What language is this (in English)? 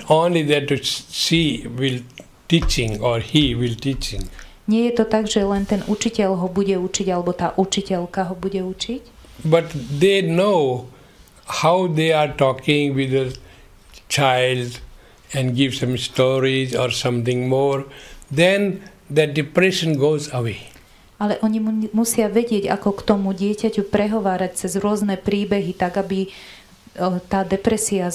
Slovak